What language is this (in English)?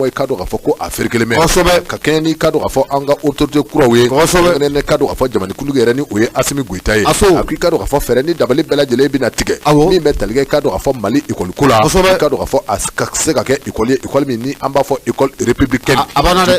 Bambara